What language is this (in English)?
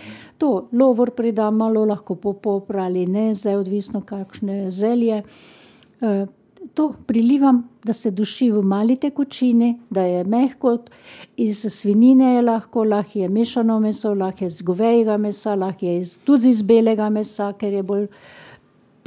Slovenian